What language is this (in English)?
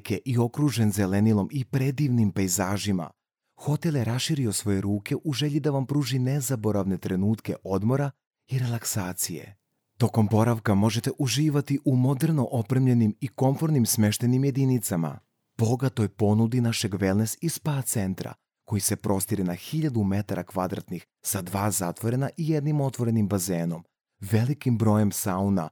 Serbian